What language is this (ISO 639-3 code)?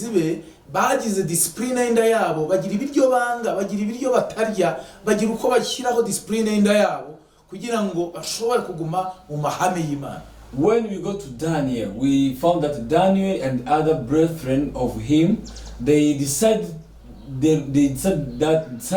kin